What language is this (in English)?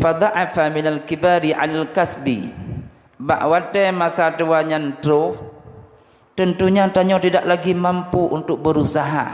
Achinese